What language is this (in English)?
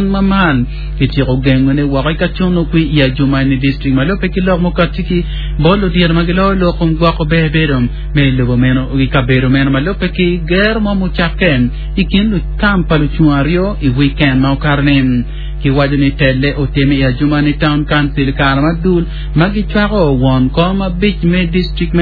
Acoli